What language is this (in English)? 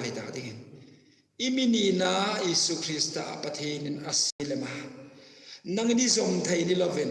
Hmar